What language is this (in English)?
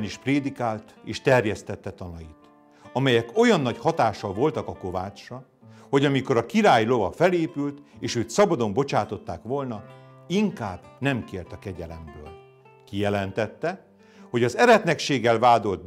Hungarian